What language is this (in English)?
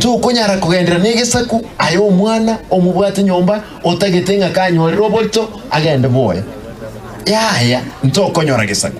Gusii